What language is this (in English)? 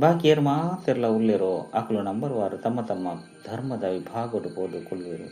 Tulu